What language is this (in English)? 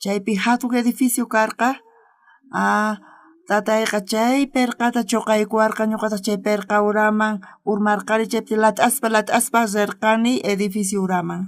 South Bolivian Quechua